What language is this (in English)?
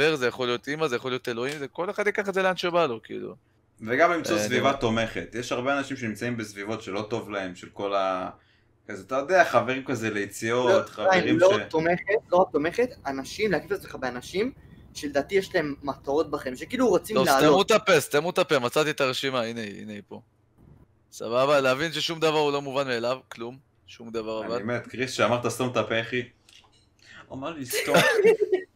Hebrew